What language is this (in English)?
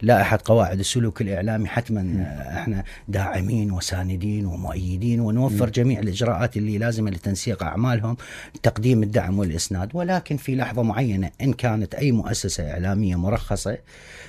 Mesopotamian Arabic